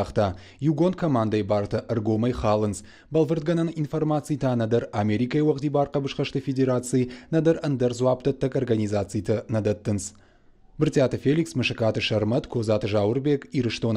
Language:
Ossetic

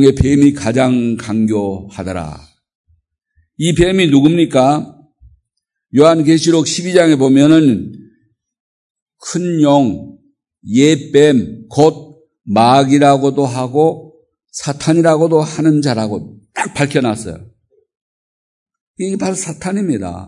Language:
Korean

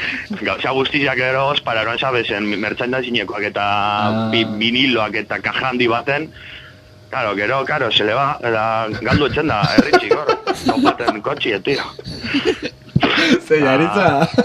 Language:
Basque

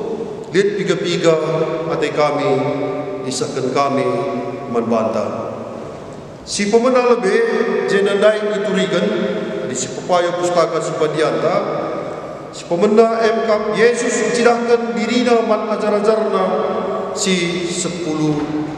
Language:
Batak Karo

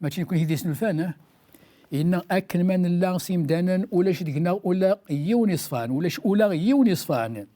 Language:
Kabyle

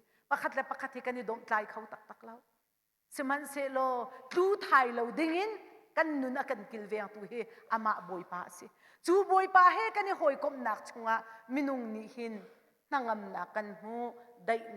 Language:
Hakha Chin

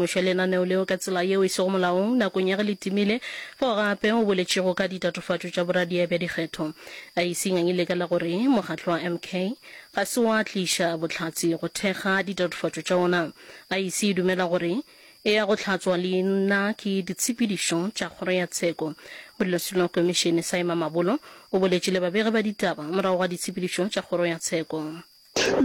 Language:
Northern Sotho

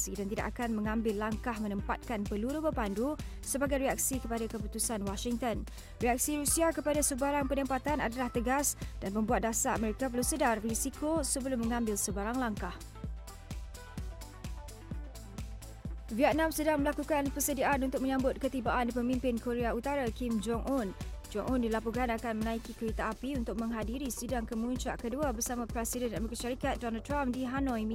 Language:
Malay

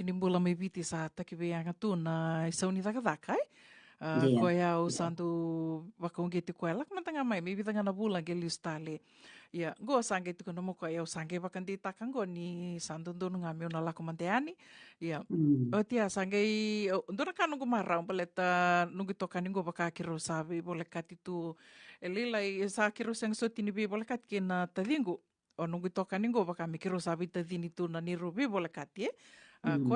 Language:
Fijian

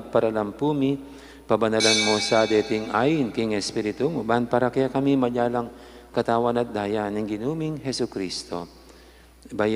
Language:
Pampanga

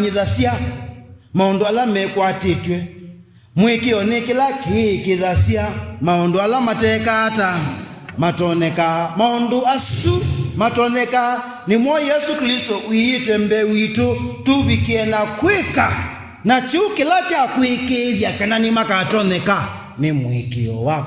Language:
Kamba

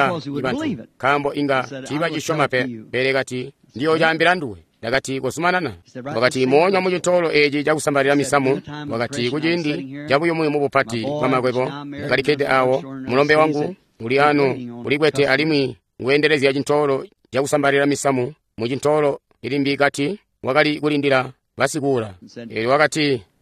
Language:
Tonga (Zambia)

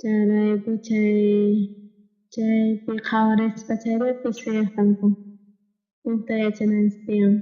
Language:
South Bolivian Quechua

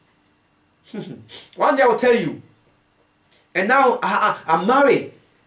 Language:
English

